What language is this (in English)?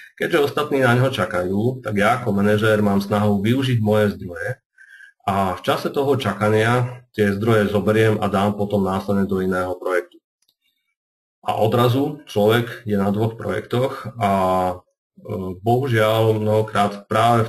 Slovak